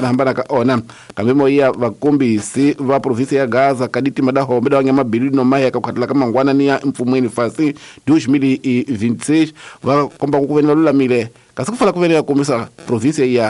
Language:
Tsonga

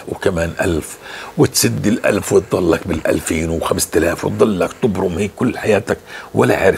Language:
North Levantine Arabic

